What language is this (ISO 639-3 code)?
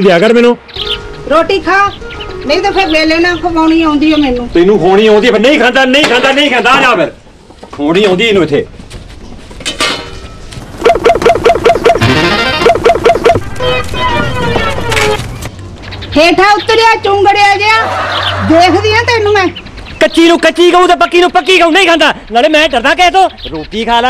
pan